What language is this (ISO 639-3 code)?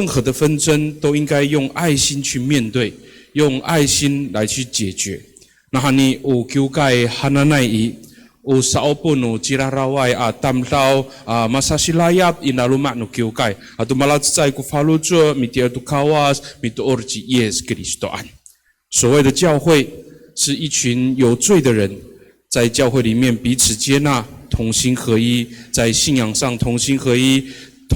ami